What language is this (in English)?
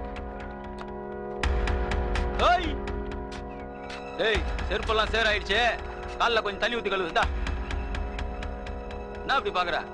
Tamil